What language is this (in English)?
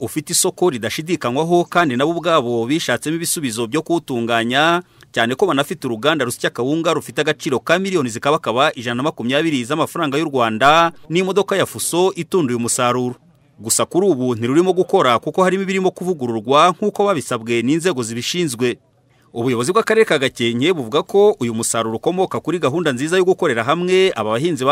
Kinyarwanda